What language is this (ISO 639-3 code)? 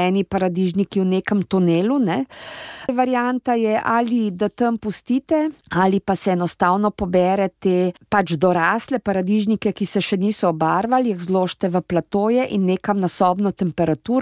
slv